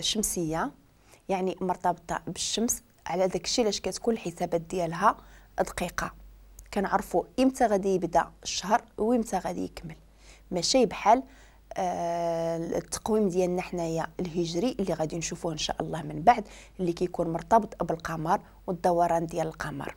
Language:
Moroccan Arabic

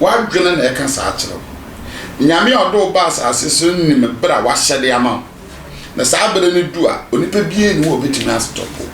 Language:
Akan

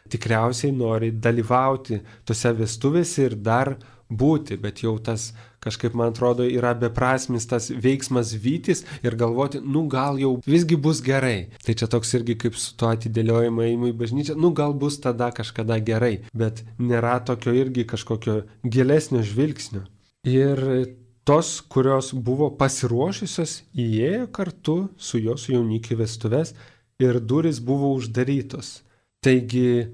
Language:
Lithuanian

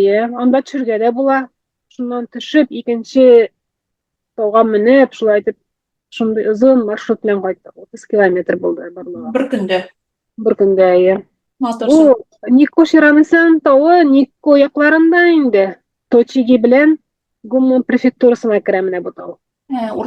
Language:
Tatar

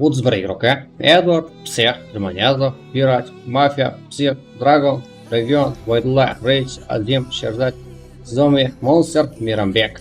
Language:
Kara-Kalpak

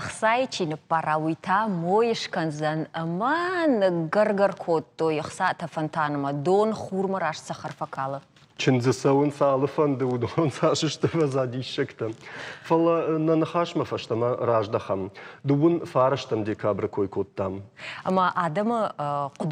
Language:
Ossetic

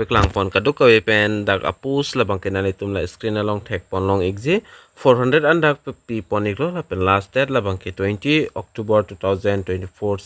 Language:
Karbi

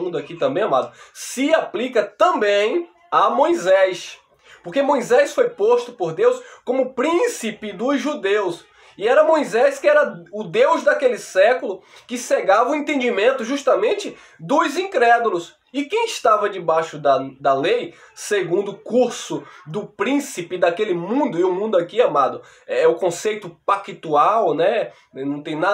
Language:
Portuguese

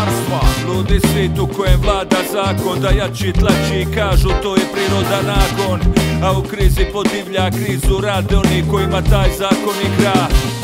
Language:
Croatian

